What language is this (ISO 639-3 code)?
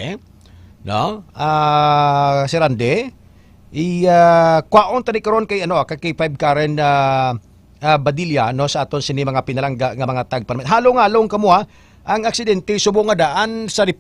hil